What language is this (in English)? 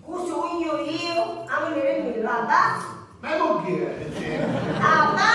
Sicilian